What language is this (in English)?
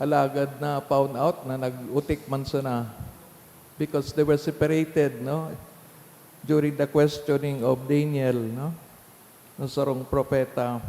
Bikol